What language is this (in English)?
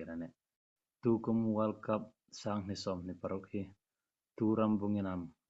Hmar